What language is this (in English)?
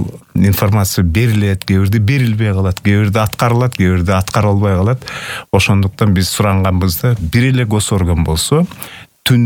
Kyrgyz